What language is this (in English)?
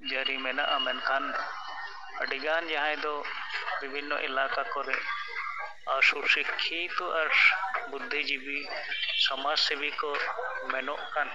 Santali